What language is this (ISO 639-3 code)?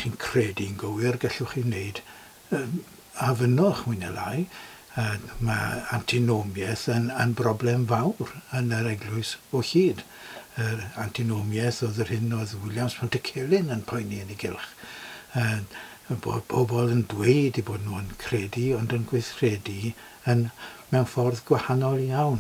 cym